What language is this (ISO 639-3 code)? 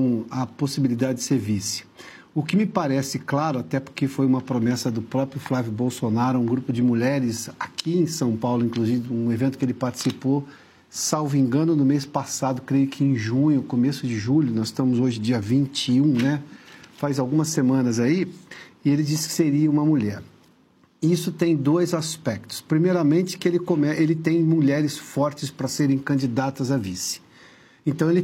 por